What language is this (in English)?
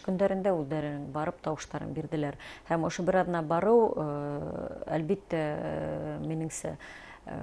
Bashkir